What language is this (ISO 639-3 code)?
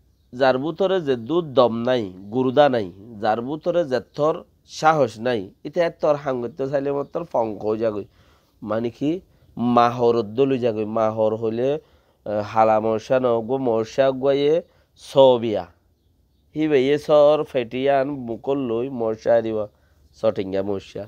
rhg